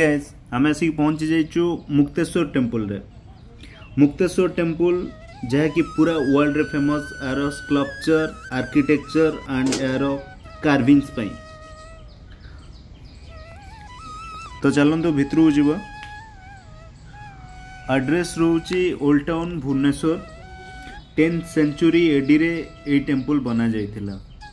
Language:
Odia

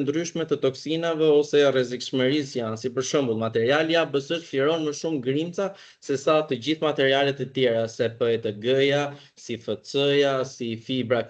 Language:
Albanian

